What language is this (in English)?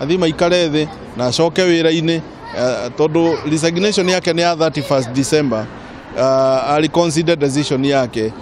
Kikuyu